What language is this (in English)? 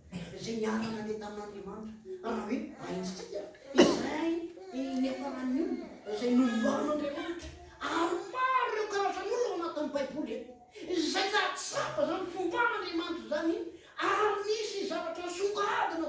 Malagasy